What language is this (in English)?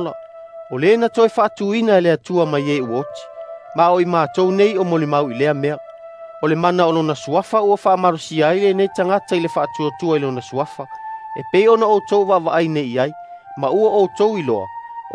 Samoan